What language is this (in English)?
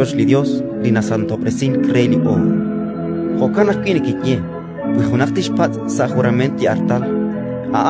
Kekchí